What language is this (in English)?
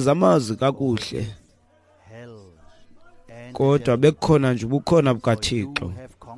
Xhosa